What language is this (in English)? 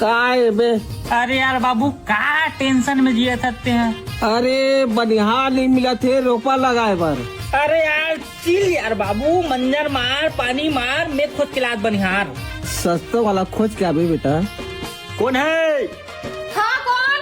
Chhattisgarhi